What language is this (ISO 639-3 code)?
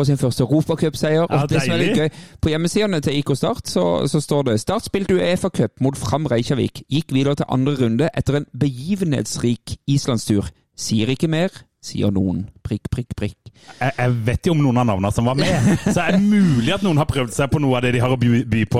nor